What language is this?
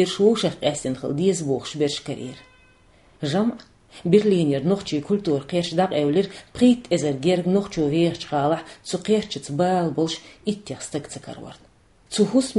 Chechen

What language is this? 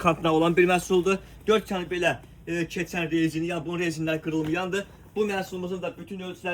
Azerbaijani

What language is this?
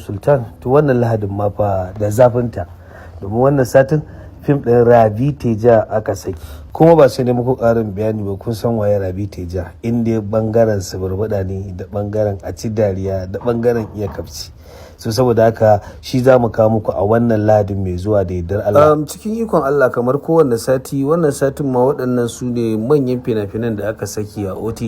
Hausa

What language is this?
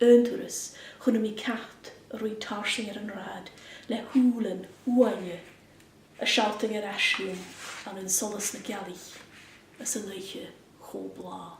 Scottish Gaelic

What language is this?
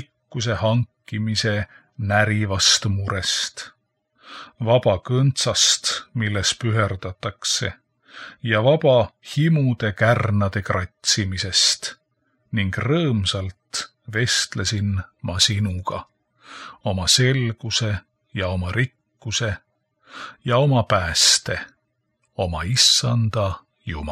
Estonian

